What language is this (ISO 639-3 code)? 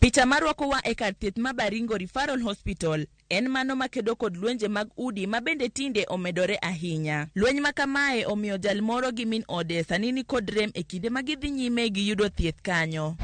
luo